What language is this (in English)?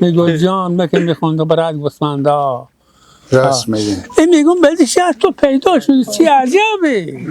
Persian